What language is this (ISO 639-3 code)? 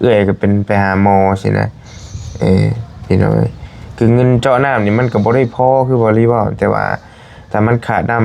lao